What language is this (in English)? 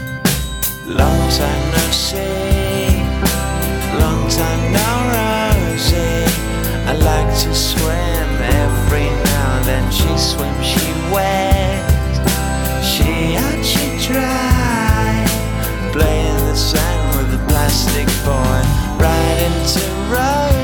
French